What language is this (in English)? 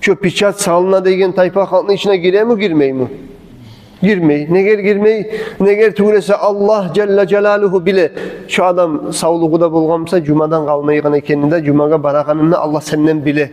Kumyk